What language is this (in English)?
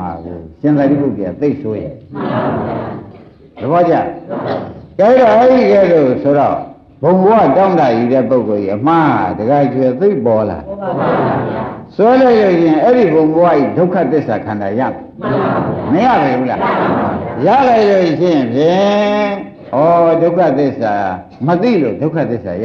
Burmese